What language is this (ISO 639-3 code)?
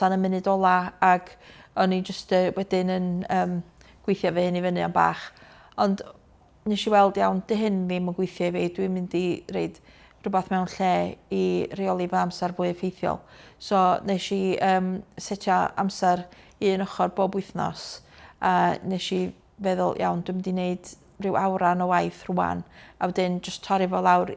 cym